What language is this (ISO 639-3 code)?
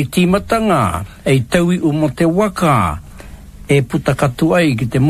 mri